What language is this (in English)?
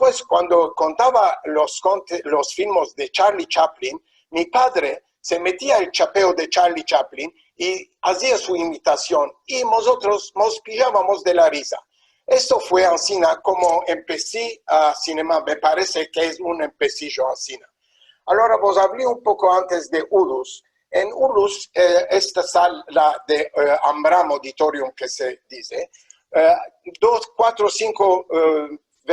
Ladino